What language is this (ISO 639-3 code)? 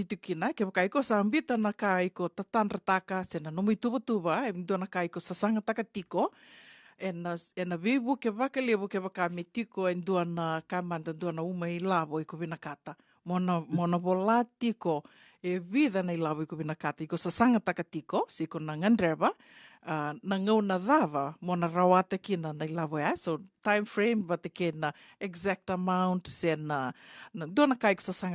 fij